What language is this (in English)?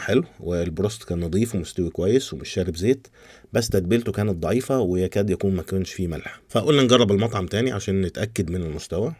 Egyptian Arabic